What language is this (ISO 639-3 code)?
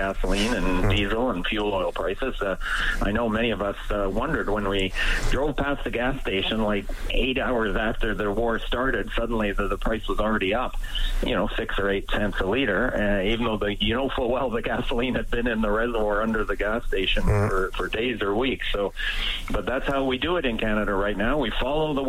eng